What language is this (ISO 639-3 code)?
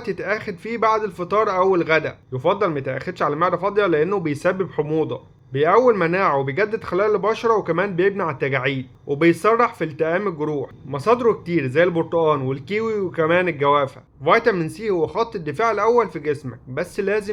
arz